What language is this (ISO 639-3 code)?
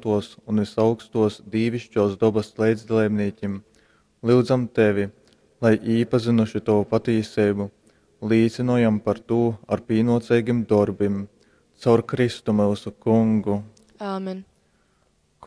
ltg